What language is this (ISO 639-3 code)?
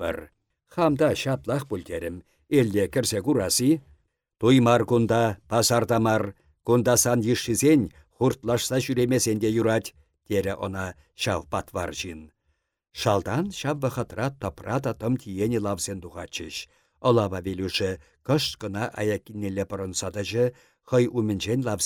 chv